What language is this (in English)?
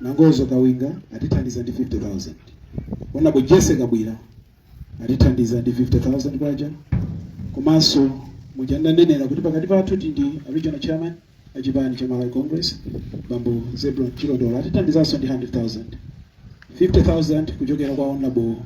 Nyanja